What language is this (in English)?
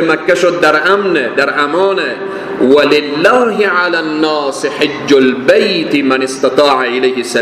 Persian